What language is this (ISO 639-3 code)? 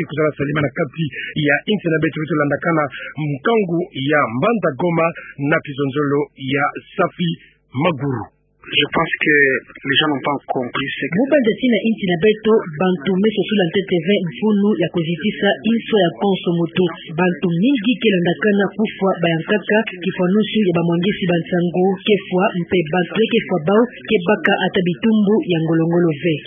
ktu